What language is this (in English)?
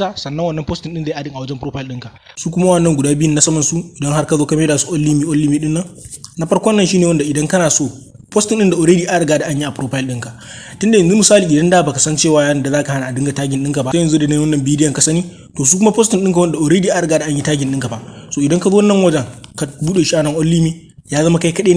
Hausa